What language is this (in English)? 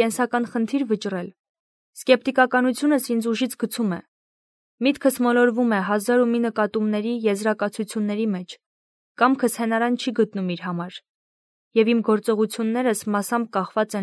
Armenian